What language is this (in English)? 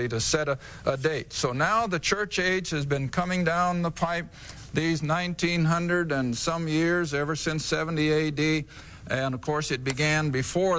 English